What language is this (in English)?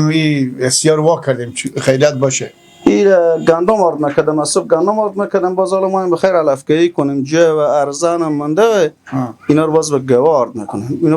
Persian